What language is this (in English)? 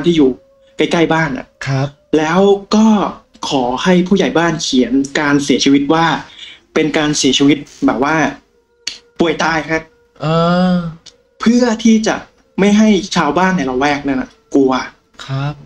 Thai